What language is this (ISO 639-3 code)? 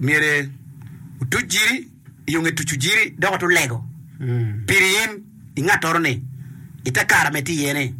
ach